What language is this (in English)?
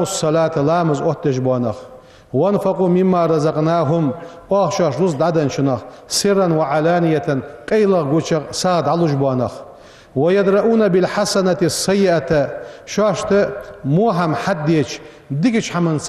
Ingush